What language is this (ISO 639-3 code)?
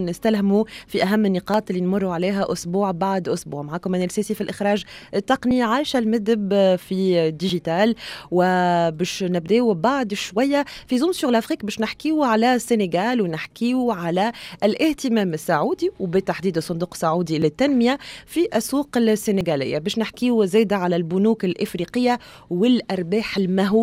aeb